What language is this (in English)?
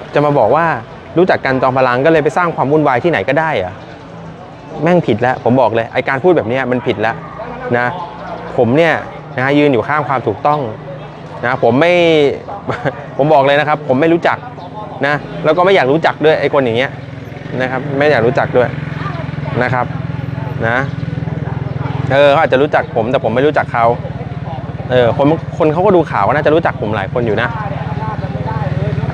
Thai